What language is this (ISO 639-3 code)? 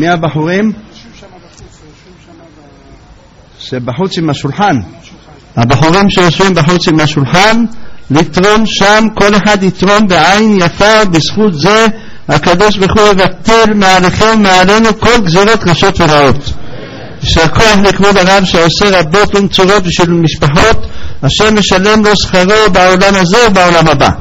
heb